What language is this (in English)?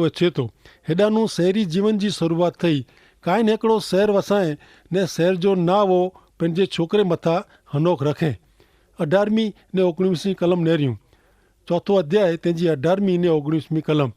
Kachhi